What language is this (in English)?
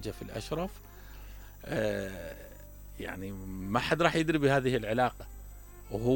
Mesopotamian Arabic